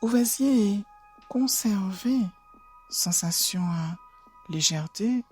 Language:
Guadeloupean Creole French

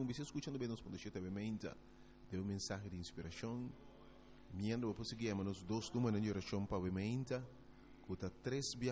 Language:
Papiamento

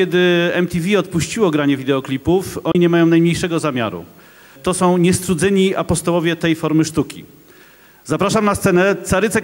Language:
Polish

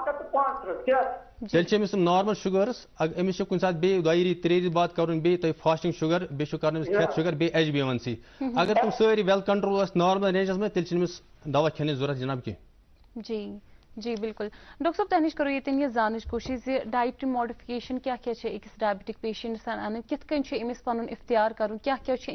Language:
Kashmiri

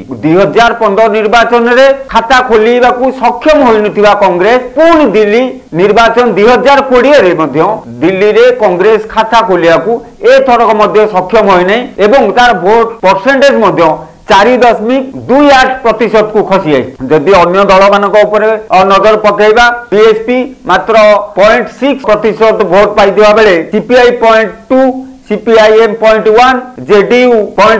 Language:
Odia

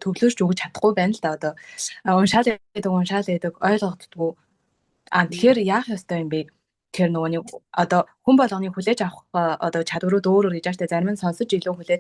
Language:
Mongolian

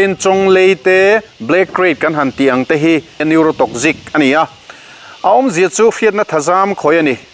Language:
Mizo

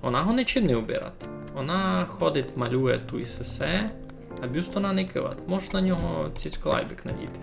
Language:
Rusyn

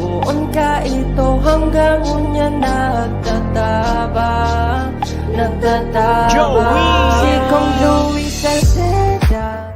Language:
Bikol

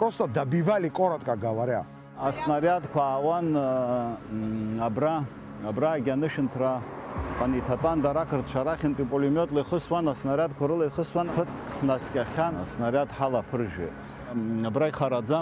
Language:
Abkhazian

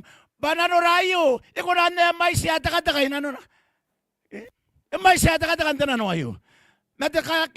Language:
Gilbertese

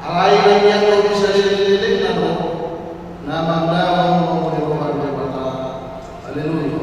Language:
Batak Toba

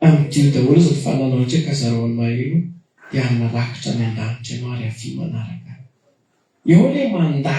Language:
Malagasy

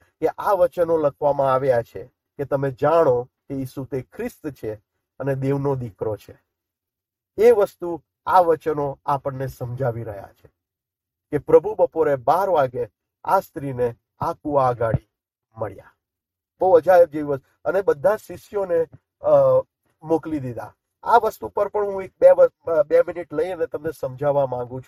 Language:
Gujarati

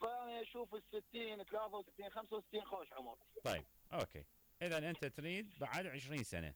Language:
Mesopotamian Arabic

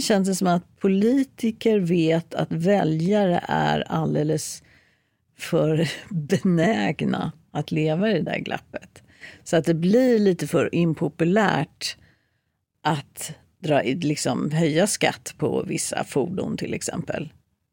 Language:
Swedish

